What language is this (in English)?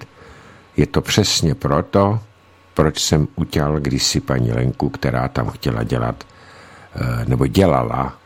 Czech